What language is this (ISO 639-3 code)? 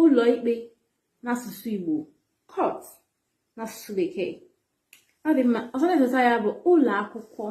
ibo